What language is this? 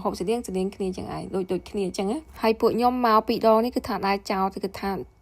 Khmer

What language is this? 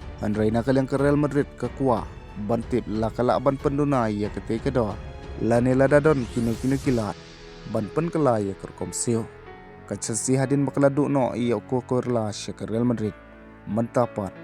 Khasi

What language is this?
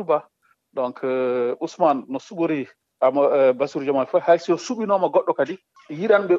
Fula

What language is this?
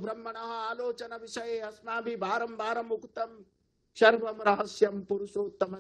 Sanskrit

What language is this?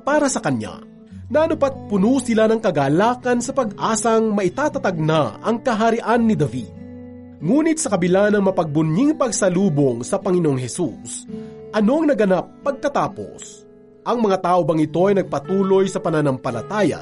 Filipino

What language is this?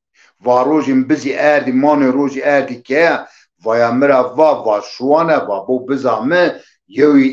Zaza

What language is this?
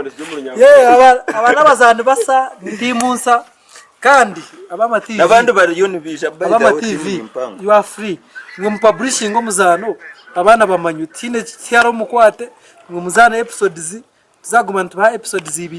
Nyankole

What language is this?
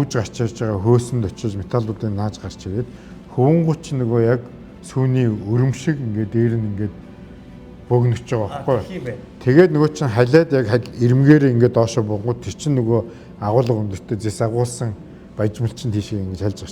Mongolian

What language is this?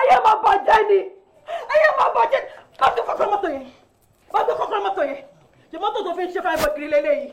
Yoruba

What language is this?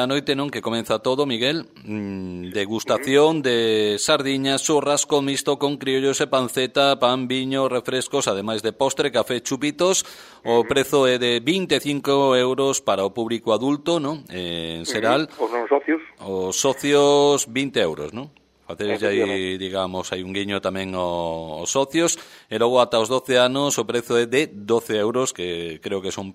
Galician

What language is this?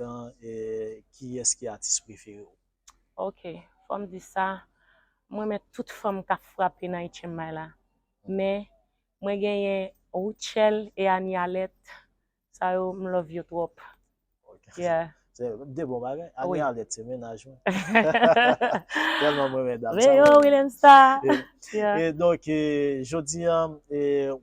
Haitian Creole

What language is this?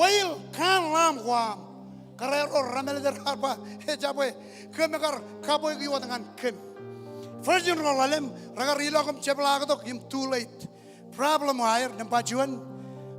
Marshallese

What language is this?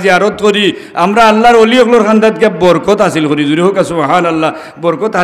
Sylheti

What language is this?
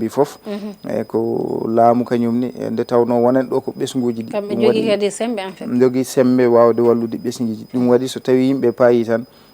Fula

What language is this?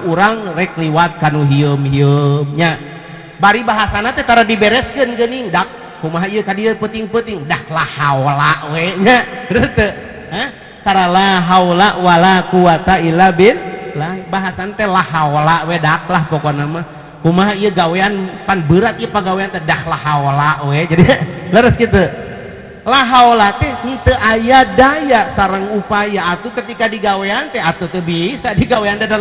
Sundanese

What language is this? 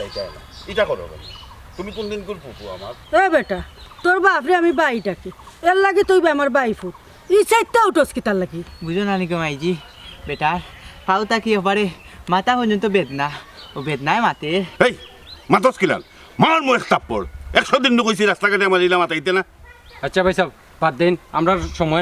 Sylheti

